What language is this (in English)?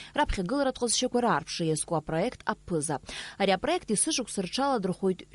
Abkhazian